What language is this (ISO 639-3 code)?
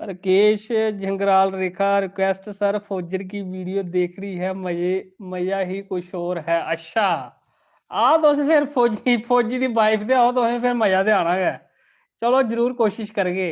doi